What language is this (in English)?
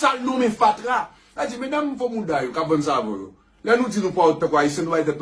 Haitian Creole